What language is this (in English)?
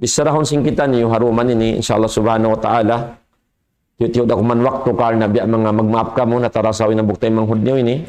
Tausug